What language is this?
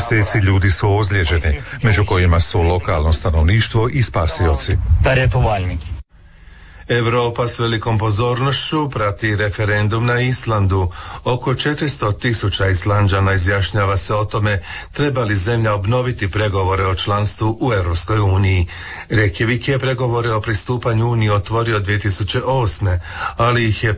Croatian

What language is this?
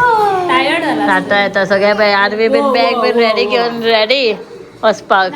Konkani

